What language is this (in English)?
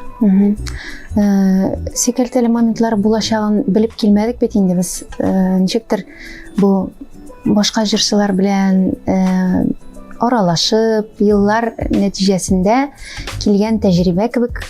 Tatar